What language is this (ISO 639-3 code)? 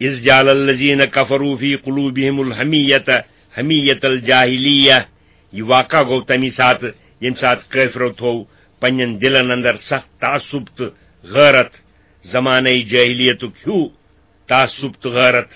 kas